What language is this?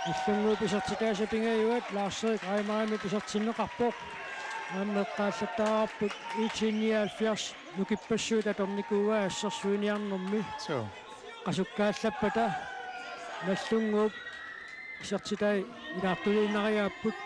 Kalaallisut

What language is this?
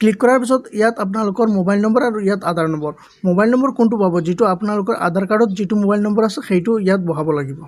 Assamese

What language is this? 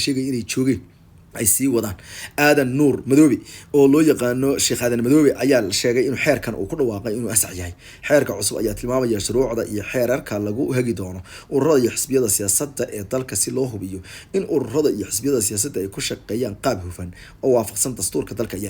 Somali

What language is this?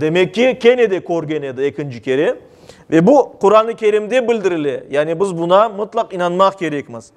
Crimean Tatar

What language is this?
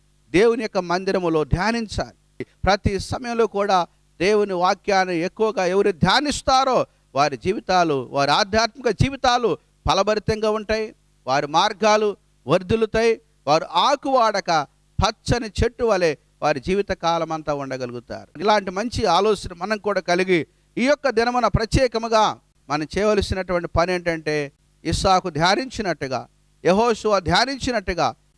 Telugu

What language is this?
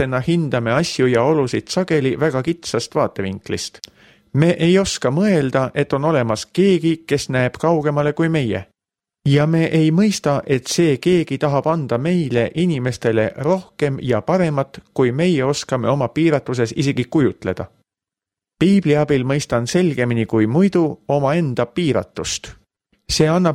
Estonian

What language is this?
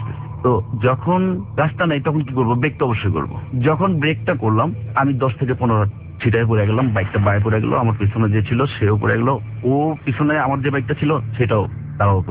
Bangla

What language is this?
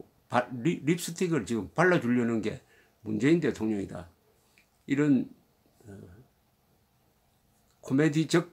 Korean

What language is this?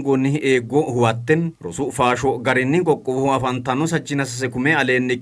Sidamo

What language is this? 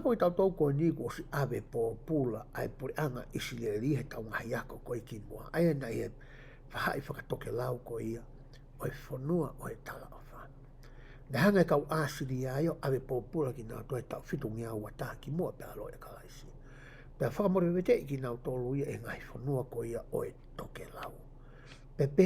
Tongan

